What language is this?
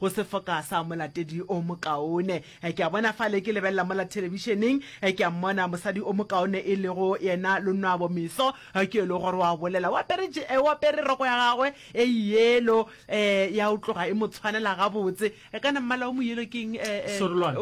Northern Sotho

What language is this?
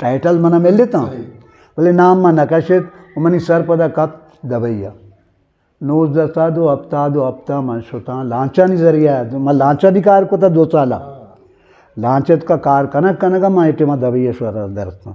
Eastern Balochi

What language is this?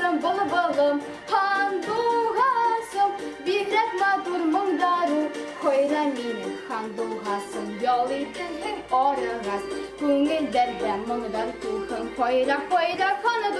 Bashkir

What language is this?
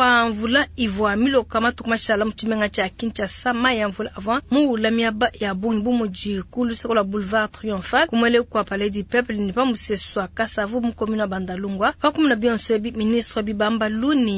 Luba-Lulua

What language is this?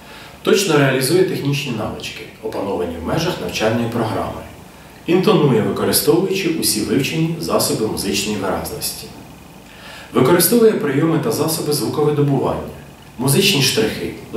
Ukrainian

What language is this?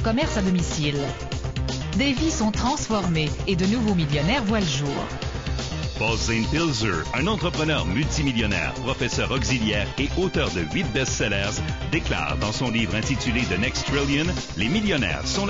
French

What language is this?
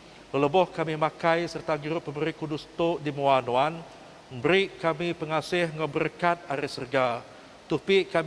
Iban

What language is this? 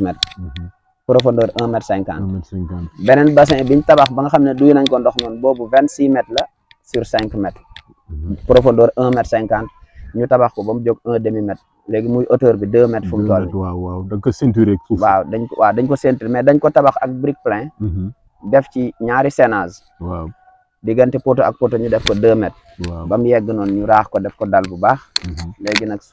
Wolof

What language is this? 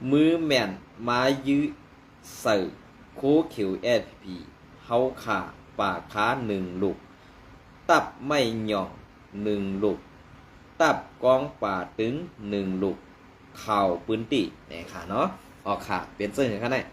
Shan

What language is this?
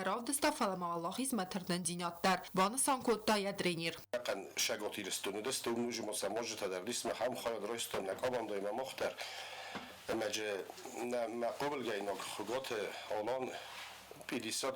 Ossetic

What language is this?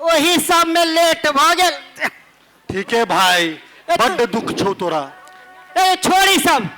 Maithili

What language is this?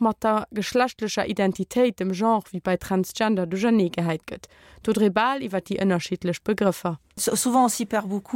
Luxembourgish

